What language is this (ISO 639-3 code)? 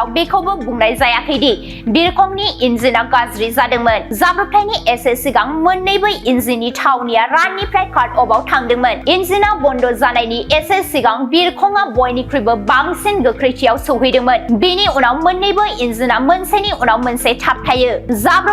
brx